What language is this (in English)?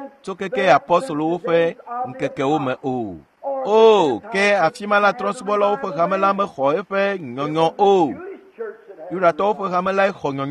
Ewe